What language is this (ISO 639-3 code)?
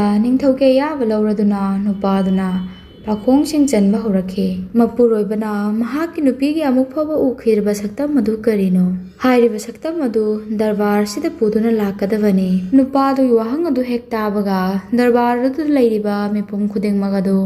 mni